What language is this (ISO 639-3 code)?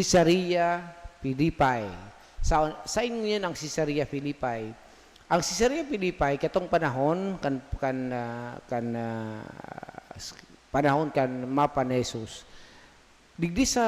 bik